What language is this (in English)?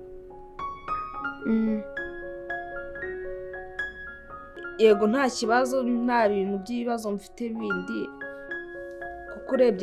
Kinyarwanda